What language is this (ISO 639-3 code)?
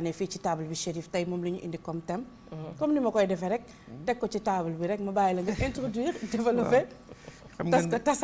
wol